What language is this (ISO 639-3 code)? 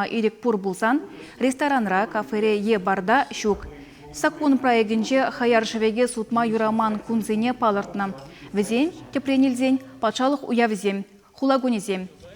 chv